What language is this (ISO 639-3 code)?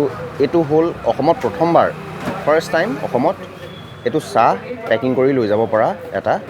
asm